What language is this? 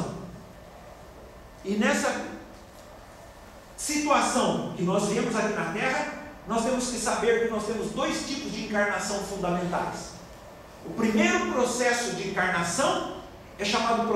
Portuguese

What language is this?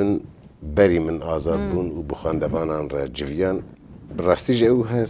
Kurdish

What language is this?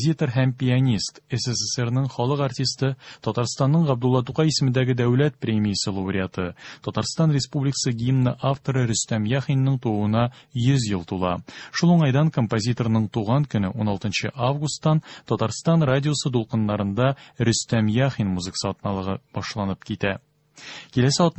Tatar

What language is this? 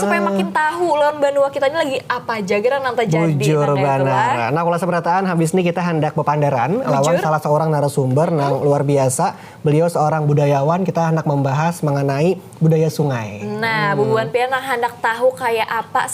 Banjar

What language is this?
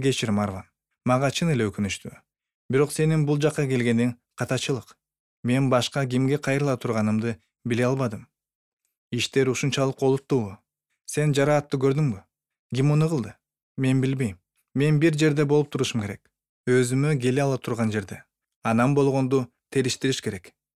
Kyrgyz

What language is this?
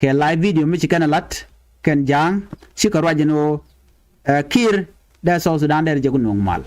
Nuer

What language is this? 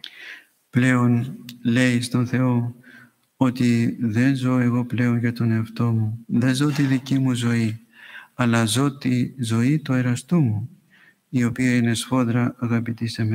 Greek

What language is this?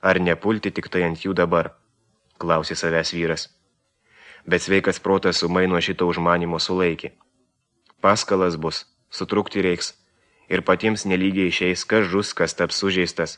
Lithuanian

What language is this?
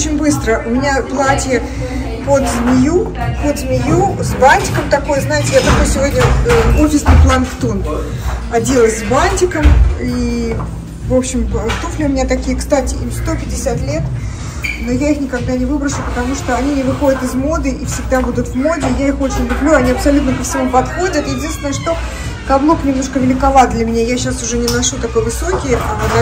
Russian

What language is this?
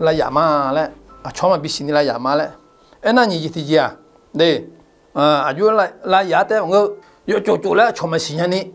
Akha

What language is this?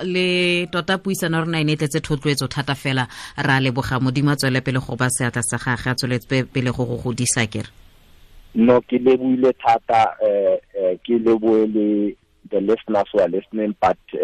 Tswana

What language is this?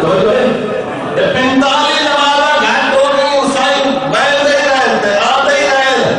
Saraiki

